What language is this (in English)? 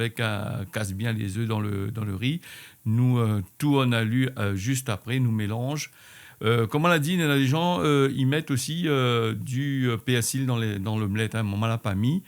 Réunion Creole French